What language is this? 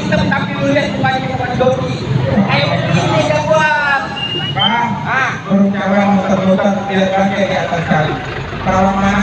Betawi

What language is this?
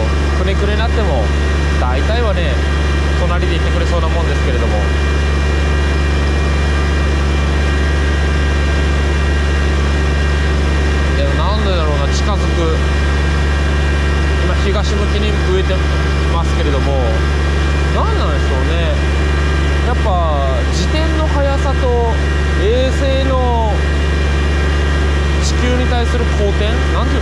Japanese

